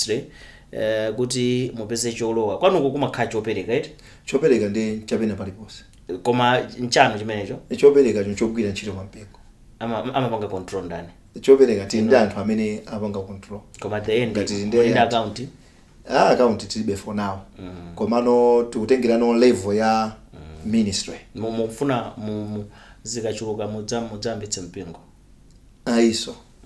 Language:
Nyanja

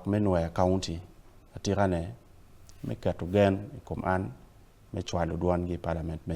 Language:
Acoli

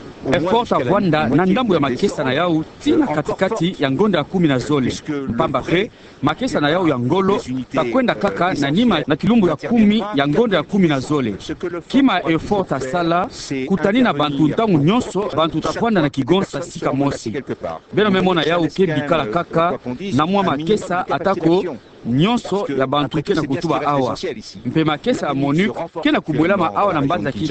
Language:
Kituba (Democratic Republic of Congo)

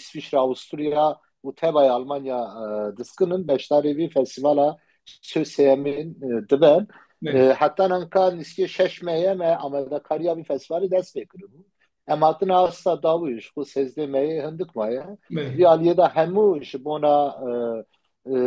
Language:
Kurdish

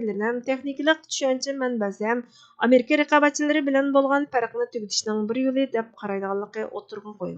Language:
Uyghur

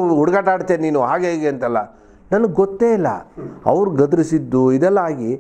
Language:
Kannada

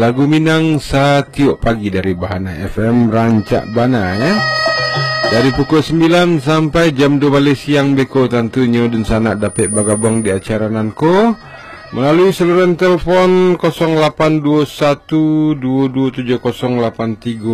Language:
Minangkabau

